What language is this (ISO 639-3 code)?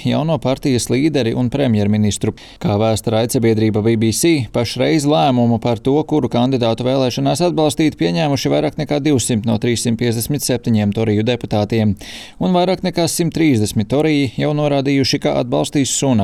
lav